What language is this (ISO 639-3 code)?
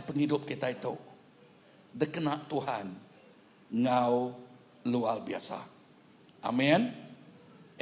iba